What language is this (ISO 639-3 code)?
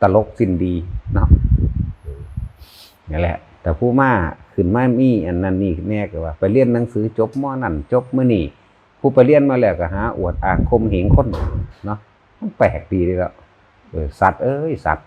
tts